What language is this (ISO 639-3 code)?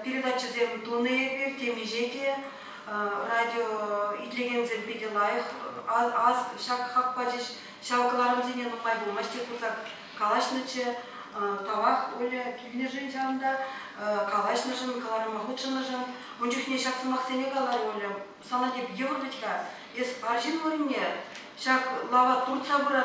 chv